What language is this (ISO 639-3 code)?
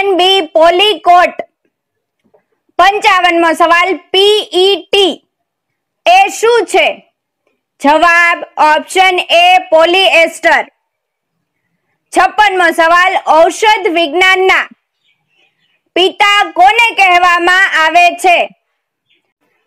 guj